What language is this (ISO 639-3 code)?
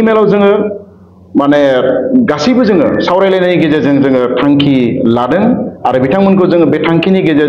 brx